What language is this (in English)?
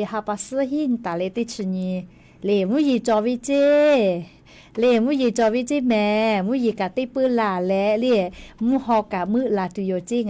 Lahu